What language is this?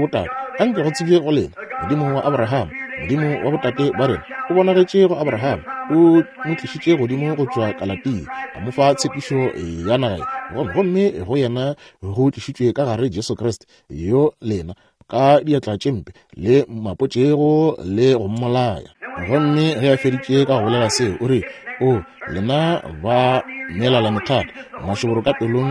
Northern Sotho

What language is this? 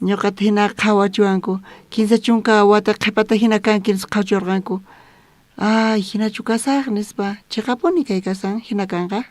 South Bolivian Quechua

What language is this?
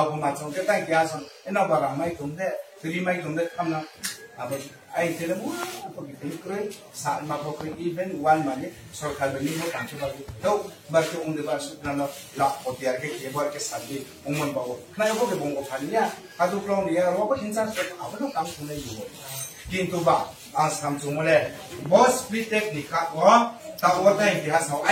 Riang (India)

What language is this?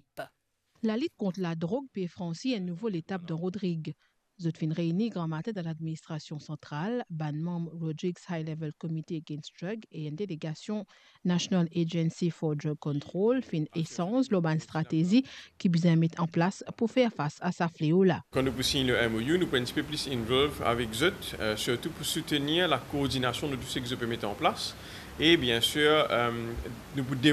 Morisyen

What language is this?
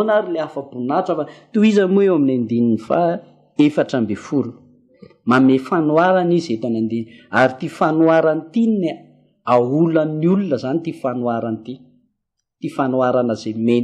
Malagasy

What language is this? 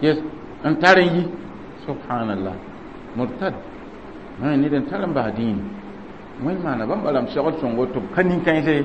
Mossi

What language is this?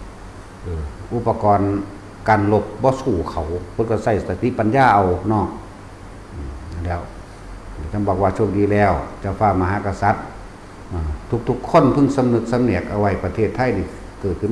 Northeastern Thai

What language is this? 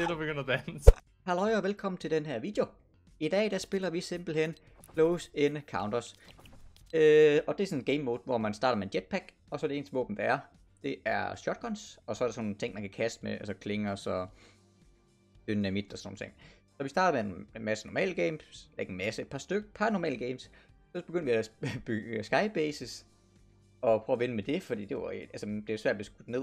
Danish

